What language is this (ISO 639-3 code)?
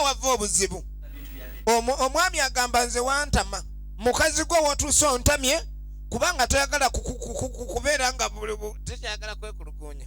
lug